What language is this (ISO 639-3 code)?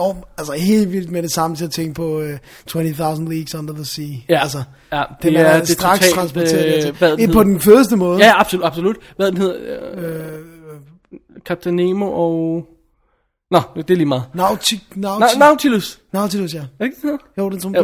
dan